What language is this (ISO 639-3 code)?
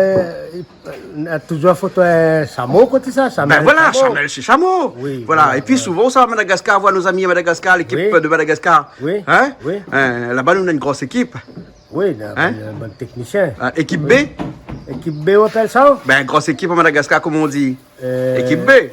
rcf